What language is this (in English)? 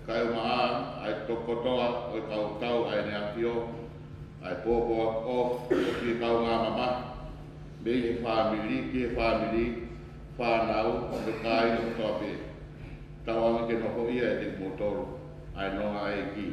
Tongan